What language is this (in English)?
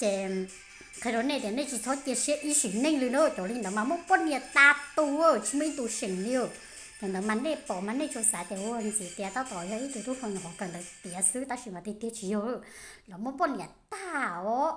Hmong